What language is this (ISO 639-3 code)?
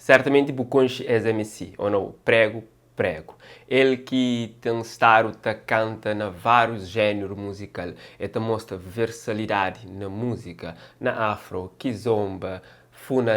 kea